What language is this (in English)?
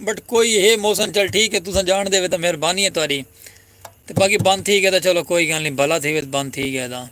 Saraiki